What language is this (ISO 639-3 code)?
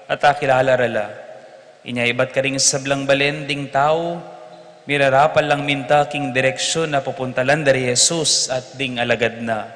pam